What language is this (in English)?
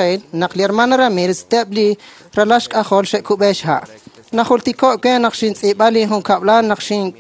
Kekchí